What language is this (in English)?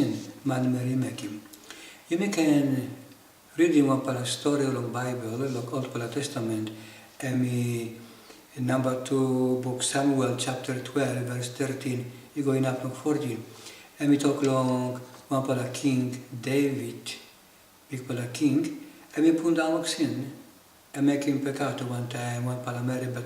Tok Pisin